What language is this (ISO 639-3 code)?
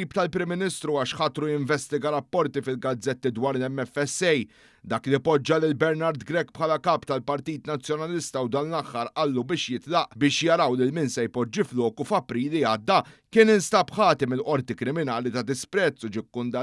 mlt